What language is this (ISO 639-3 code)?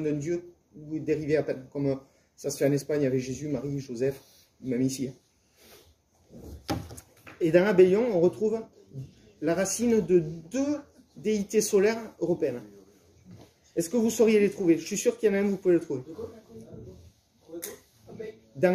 fra